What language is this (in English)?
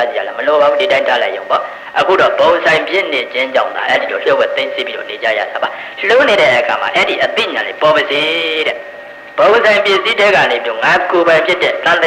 Burmese